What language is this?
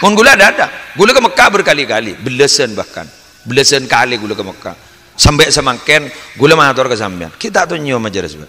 Madurese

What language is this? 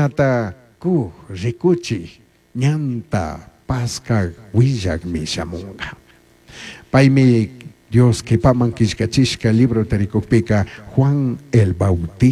Chimborazo Highland Quichua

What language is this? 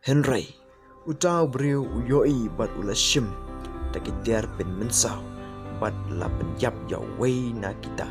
Khasi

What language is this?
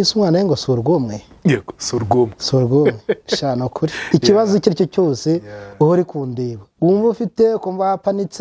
Kinyarwanda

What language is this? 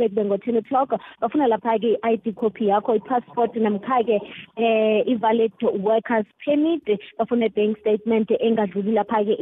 South Ndebele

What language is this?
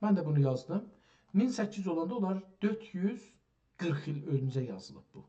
South Azerbaijani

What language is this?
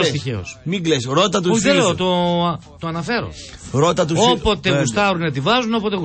Greek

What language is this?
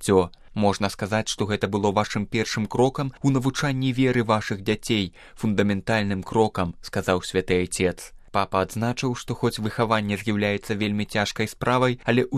Belarusian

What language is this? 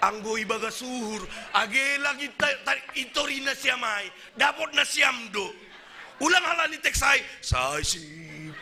Batak Simalungun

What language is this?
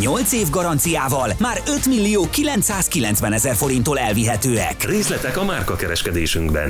Hungarian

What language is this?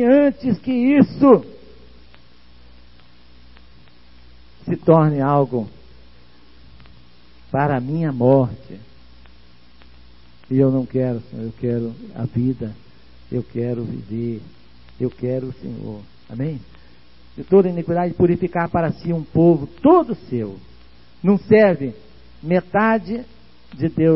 Portuguese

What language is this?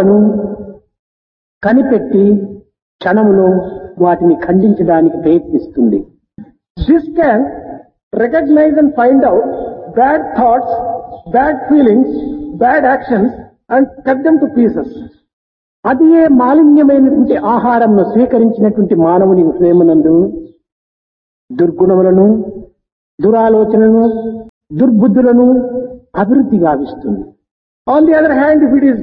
Telugu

